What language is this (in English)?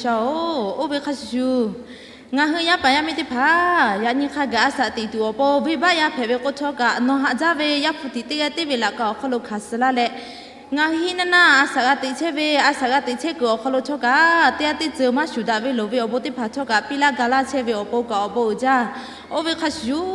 Lahu